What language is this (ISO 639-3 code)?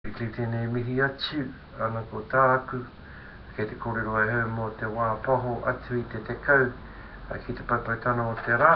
mri